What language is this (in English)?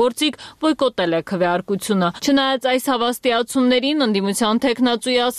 Armenian